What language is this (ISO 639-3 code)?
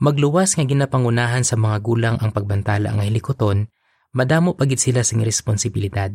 hil